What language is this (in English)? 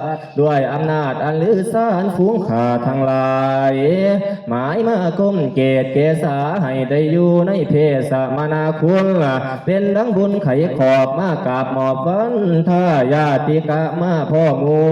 Northeastern Thai